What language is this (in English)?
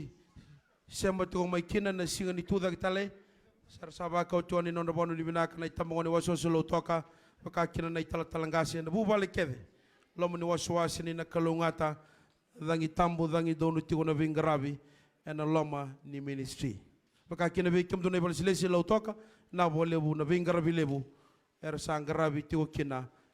Fijian